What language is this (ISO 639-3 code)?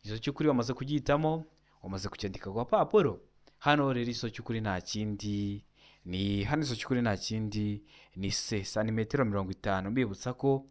kin